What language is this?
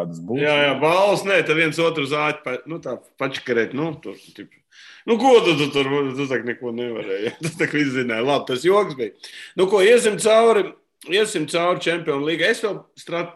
Latvian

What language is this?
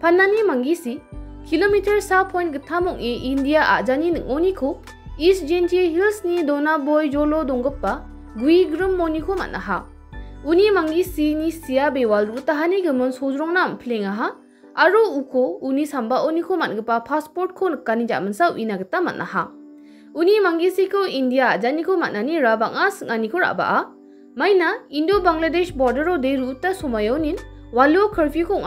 Garo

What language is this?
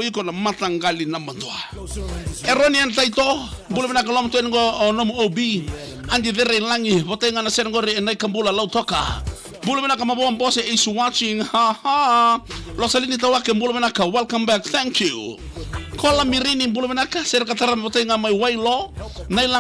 Fijian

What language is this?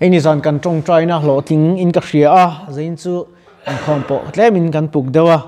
Mizo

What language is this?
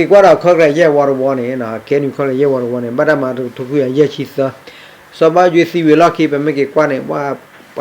S'gaw Karen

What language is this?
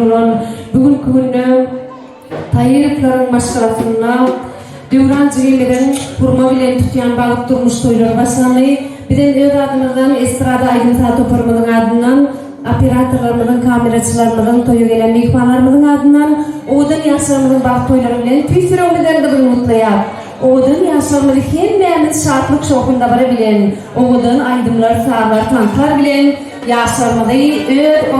Turkmen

